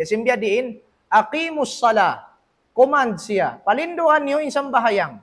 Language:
Tausug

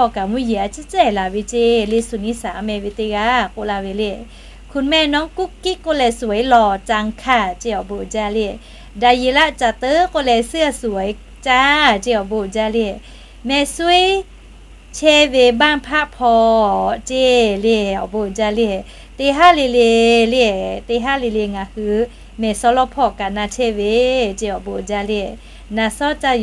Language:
Lahu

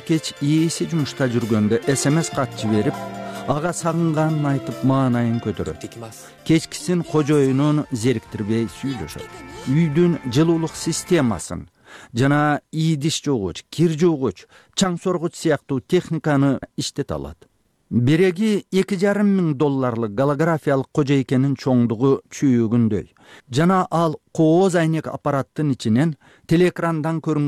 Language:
Kyrgyz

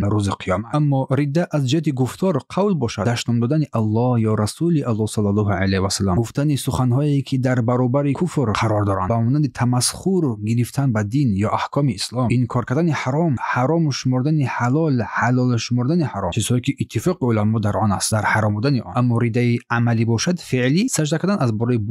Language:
Tajik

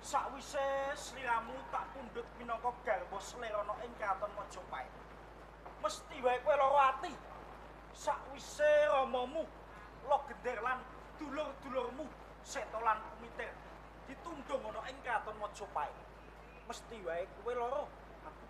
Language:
Javanese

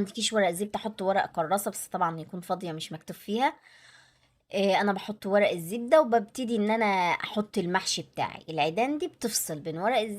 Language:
Egyptian Arabic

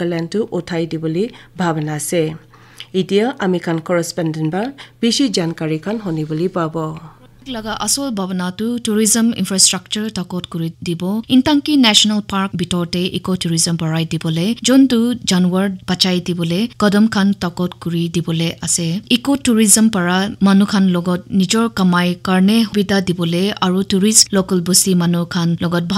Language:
Naga Pidgin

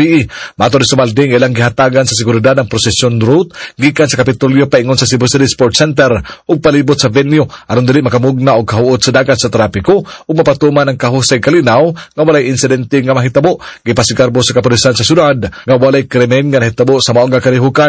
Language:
Cebuano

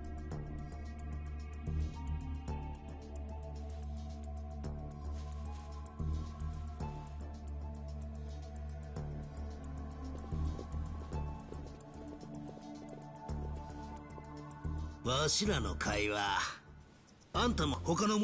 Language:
Japanese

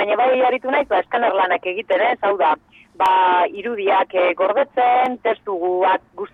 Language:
Basque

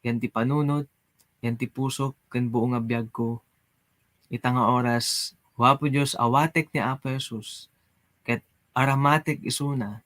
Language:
Iloko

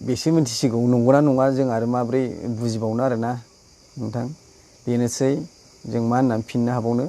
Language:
Bodo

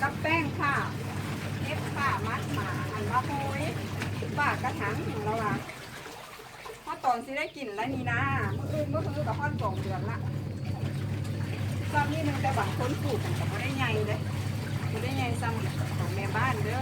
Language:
Lao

